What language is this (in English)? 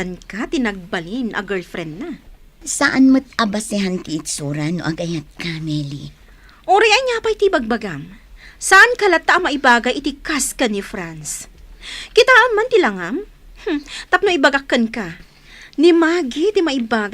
Iloko